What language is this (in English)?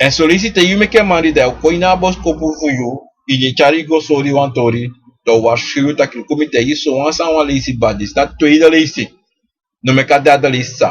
Sranan Tongo